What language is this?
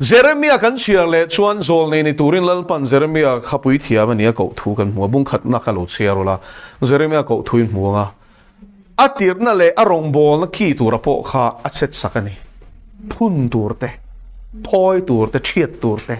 Mizo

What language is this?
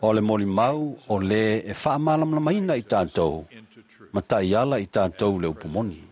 Samoan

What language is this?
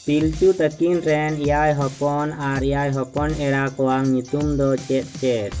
Santali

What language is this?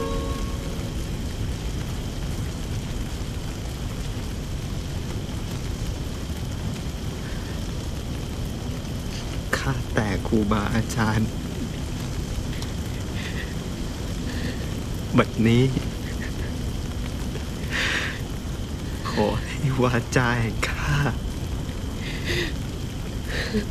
Thai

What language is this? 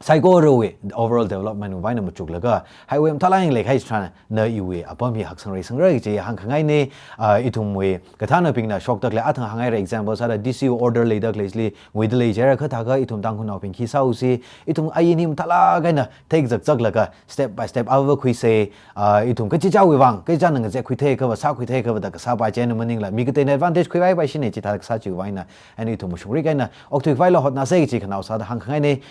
Tangkhul Naga (India)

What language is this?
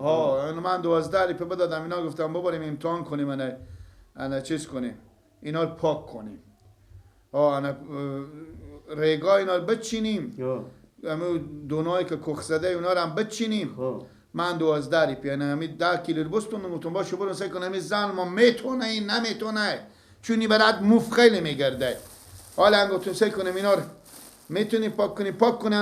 Persian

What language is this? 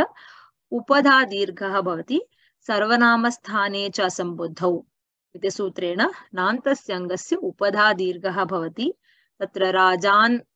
Sanskrit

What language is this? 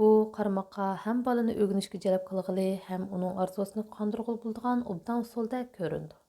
Uyghur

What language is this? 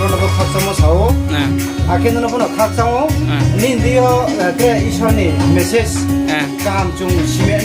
Riang (India)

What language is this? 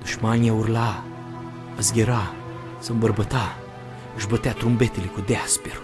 Aromanian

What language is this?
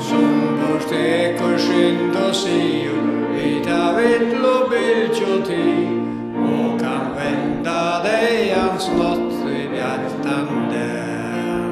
Faroese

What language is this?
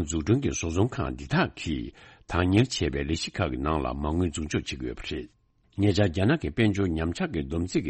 Tibetan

